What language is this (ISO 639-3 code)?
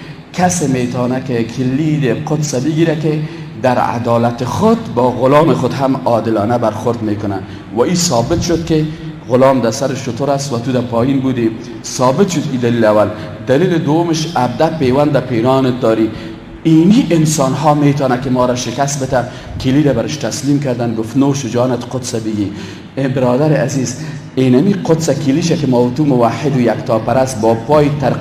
fas